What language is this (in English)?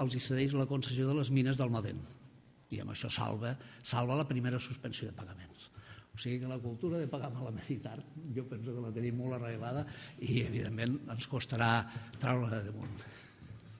Catalan